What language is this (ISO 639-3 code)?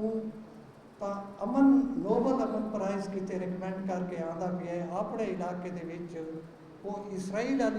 skr